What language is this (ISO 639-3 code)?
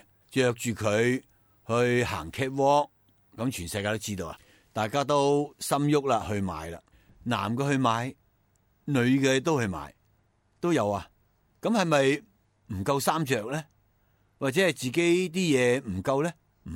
yue